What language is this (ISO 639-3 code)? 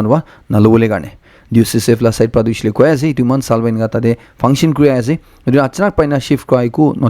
nag